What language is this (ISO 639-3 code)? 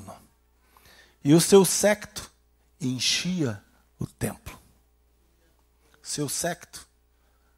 por